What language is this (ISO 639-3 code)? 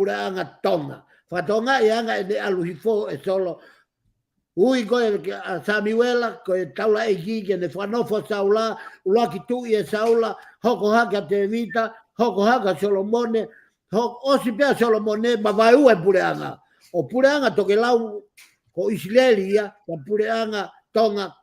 ton